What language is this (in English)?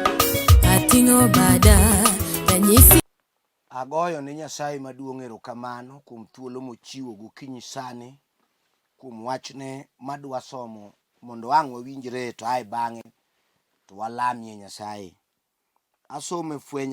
Luo (Kenya and Tanzania)